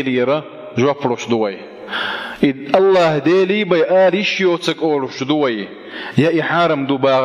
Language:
Chechen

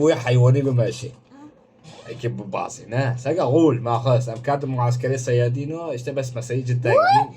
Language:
Kurdish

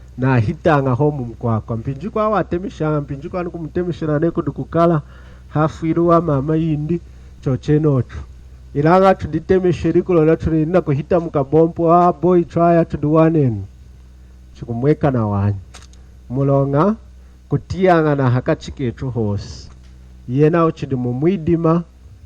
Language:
Lunda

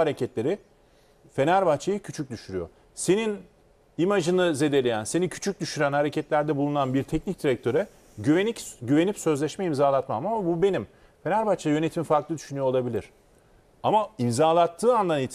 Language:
Turkish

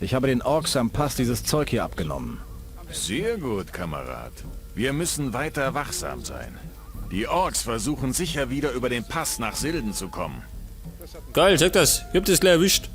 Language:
Bavarian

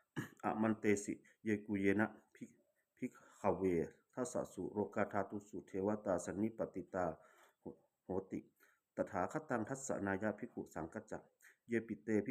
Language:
Pali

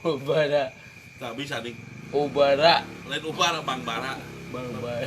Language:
Sundanese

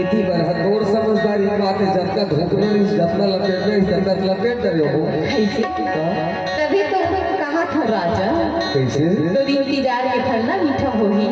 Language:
Chhattisgarhi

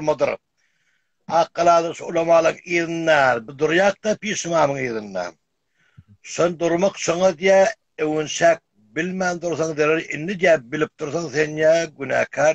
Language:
Turkmen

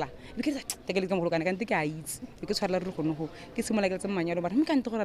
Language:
Tswana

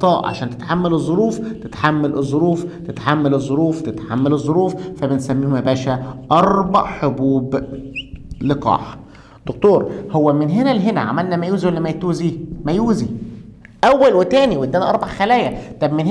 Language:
Egyptian Arabic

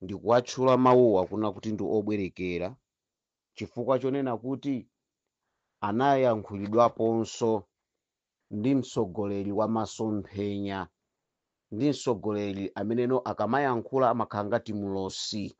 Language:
Nyanja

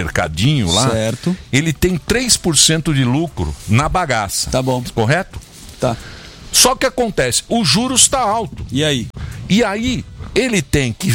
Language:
Portuguese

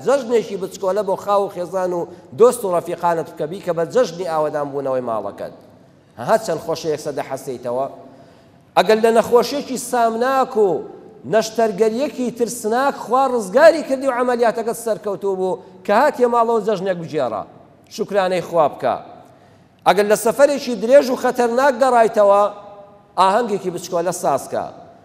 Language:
Central Kurdish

